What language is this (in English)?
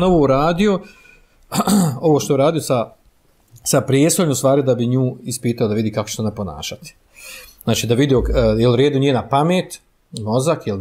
Bosnian